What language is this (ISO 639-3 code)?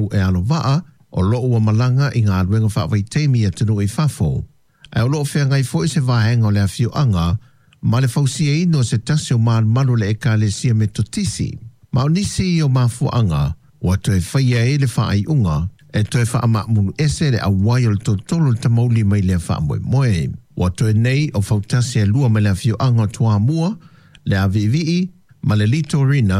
smo